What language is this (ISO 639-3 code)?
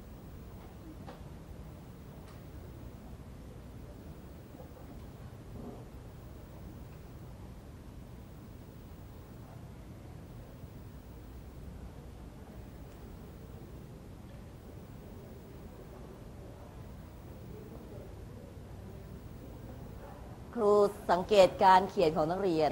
tha